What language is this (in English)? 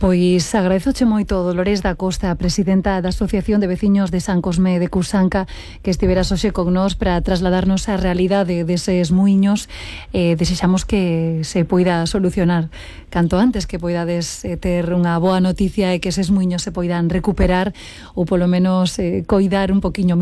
Galician